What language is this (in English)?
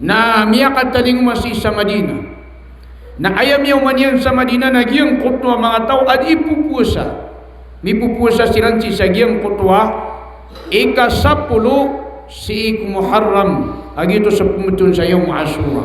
Maranao